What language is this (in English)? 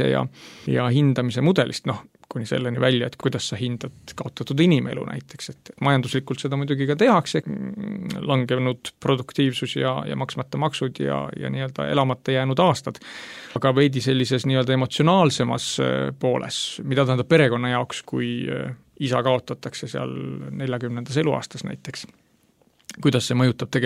Estonian